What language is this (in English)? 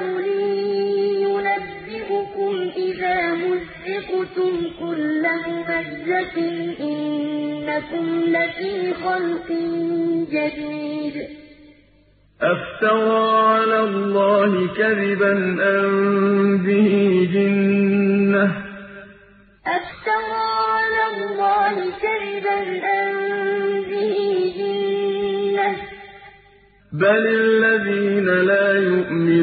Arabic